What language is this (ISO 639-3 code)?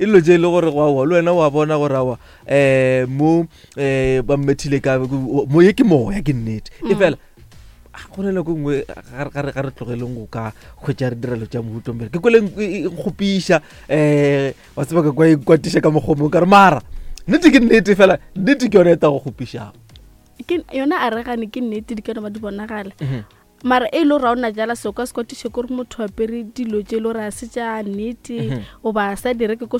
nso